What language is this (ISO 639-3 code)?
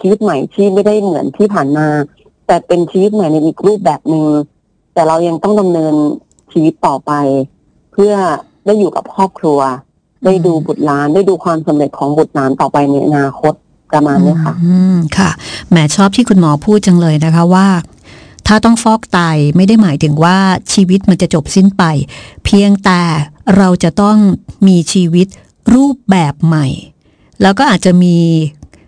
tha